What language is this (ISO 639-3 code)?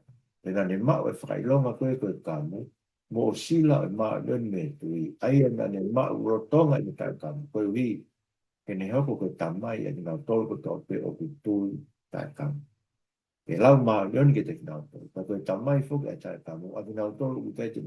ton